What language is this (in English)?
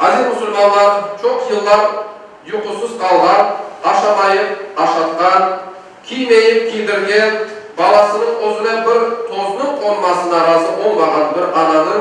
Crimean Tatar